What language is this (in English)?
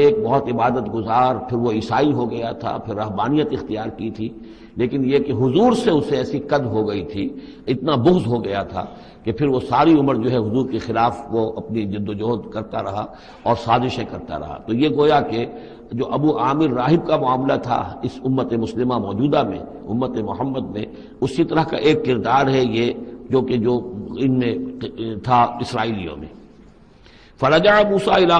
Urdu